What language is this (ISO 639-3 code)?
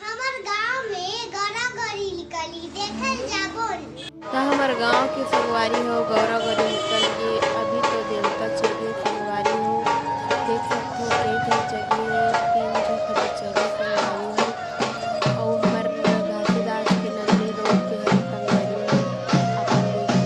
hne